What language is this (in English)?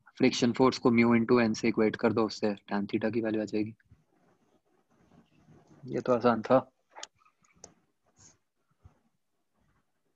Hindi